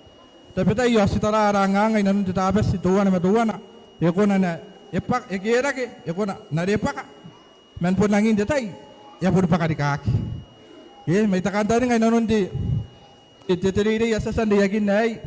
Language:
Gilbertese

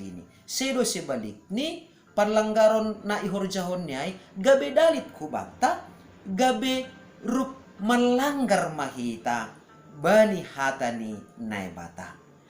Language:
Batak Simalungun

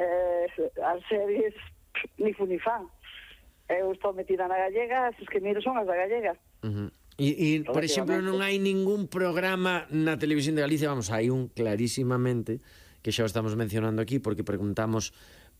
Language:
Galician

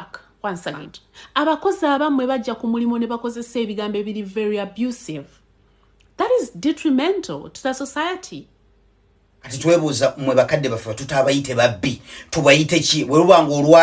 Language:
Ganda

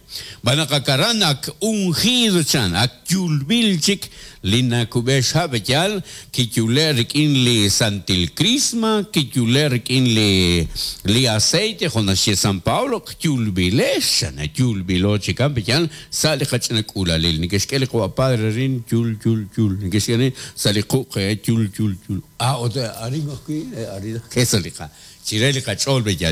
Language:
Kekchí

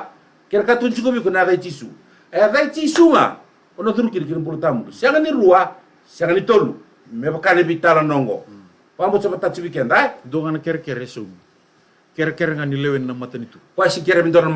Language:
Fijian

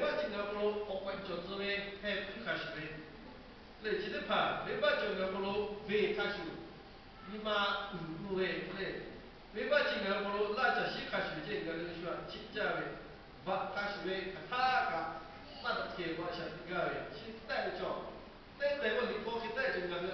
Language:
Lahu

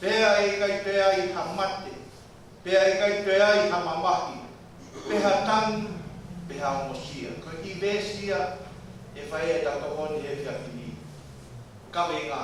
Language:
Tongan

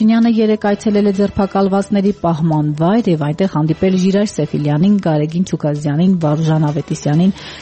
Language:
Armenian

